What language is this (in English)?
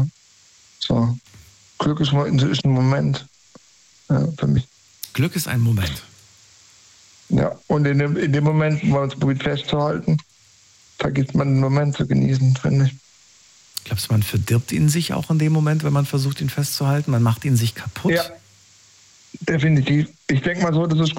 German